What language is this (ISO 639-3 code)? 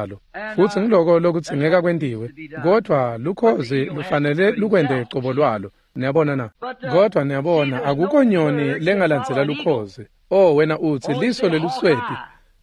ssw